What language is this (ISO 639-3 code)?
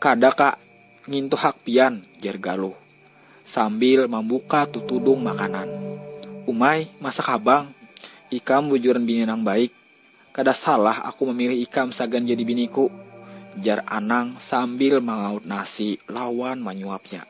bjn